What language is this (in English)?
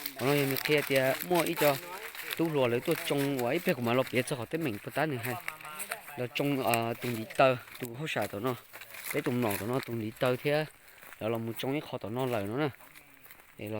Hmong